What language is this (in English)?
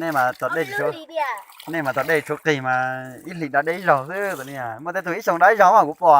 Hmong